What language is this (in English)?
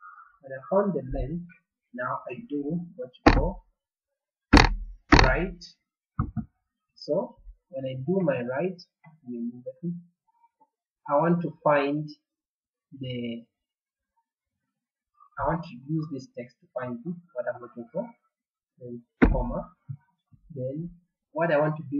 English